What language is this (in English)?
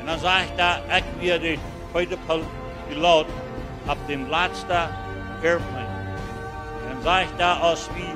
Plautdietsch